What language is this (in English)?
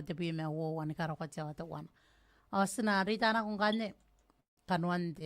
Gilbertese